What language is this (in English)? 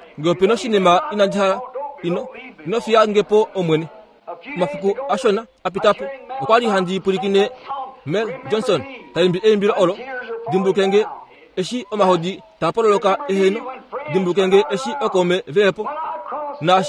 Kuanyama